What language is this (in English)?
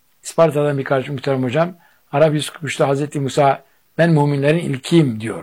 Turkish